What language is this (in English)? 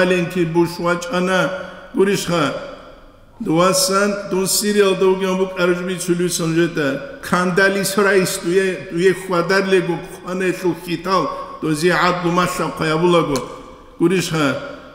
Avaric